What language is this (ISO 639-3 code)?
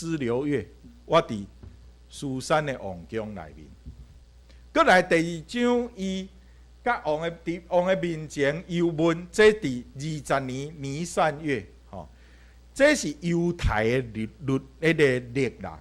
nan